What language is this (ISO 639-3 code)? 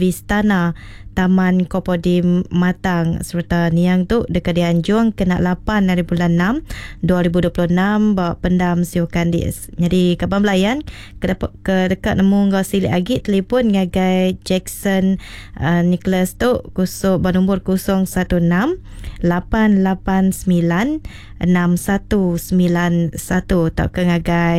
iba